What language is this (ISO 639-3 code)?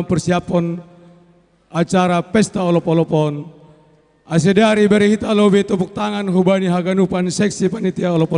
bts